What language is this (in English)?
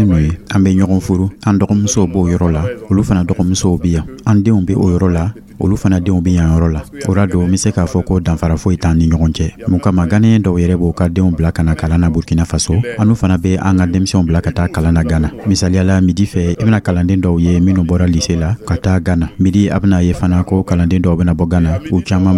Dyula